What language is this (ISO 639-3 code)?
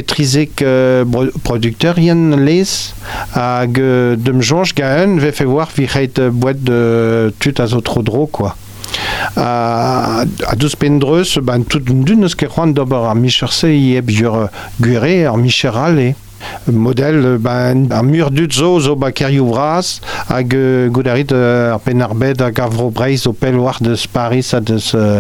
bre